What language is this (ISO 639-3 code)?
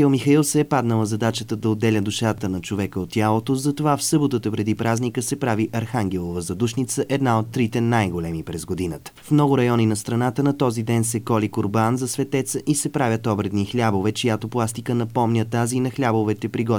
bul